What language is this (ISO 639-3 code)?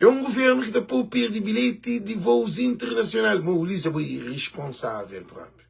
kea